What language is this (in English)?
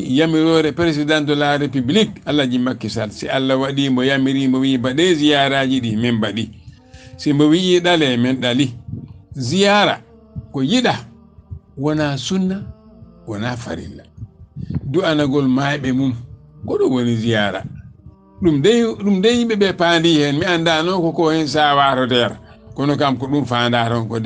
Fula